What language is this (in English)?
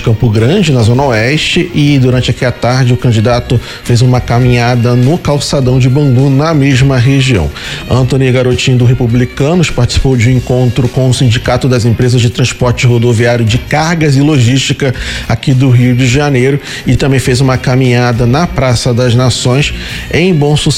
Portuguese